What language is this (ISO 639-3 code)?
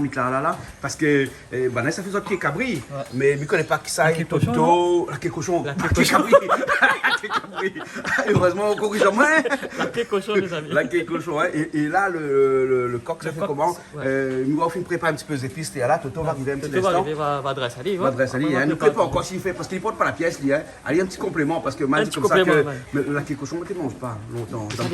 rcf